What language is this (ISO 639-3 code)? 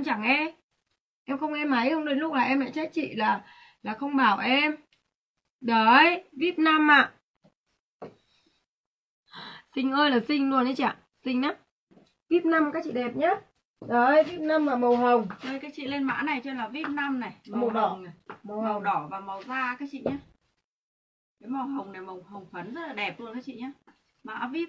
vie